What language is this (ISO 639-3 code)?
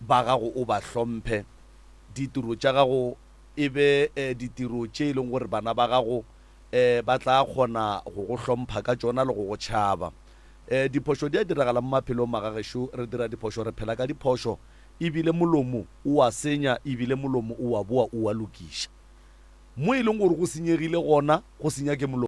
nso